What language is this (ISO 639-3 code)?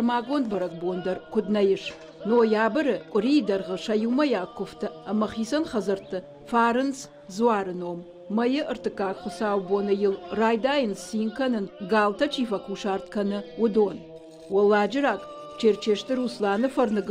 oss